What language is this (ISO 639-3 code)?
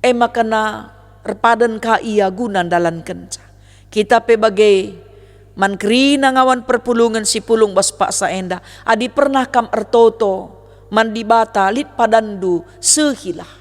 btx